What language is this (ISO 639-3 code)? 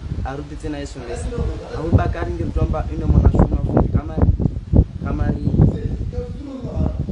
swa